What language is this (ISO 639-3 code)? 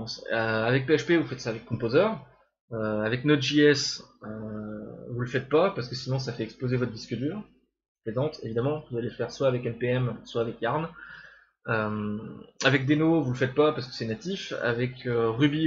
fra